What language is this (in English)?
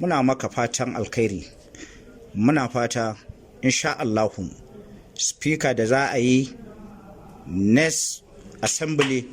Hausa